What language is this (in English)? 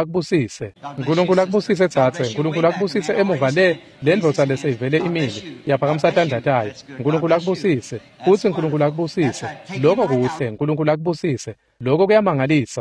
Swati